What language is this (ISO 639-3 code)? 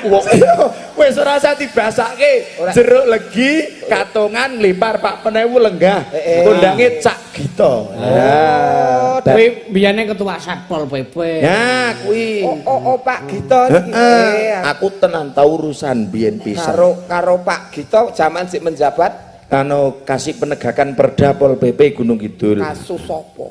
jav